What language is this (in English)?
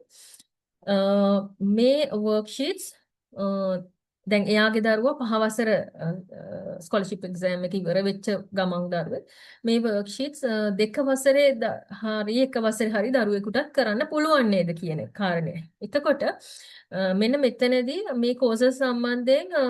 Sinhala